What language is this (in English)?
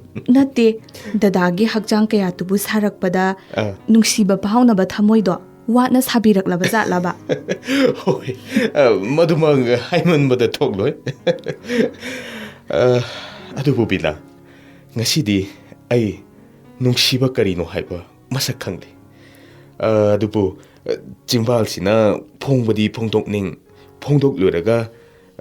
Manipuri